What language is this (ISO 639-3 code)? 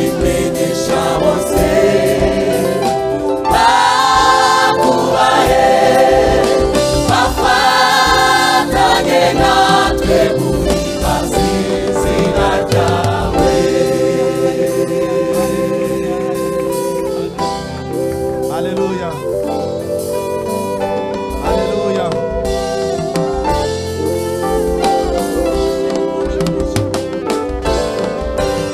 kin